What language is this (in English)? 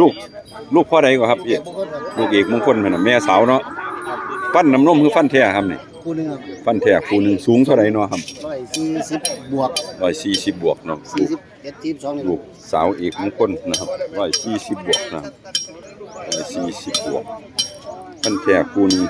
Northeastern Thai